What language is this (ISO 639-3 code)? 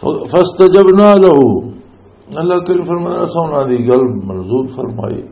lah